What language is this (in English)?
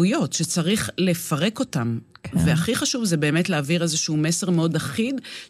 Hebrew